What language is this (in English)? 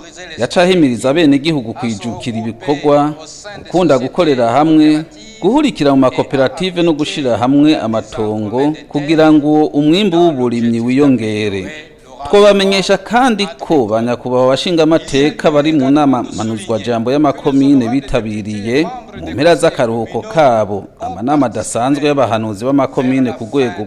Rundi